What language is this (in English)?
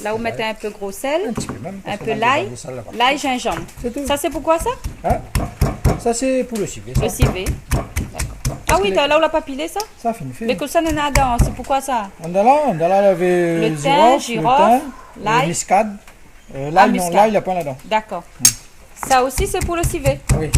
Réunion Creole French